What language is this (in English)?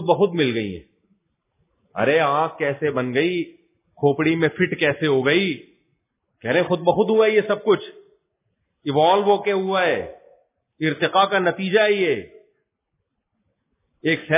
Urdu